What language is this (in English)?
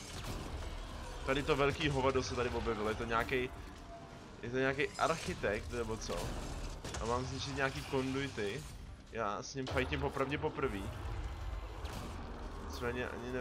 Czech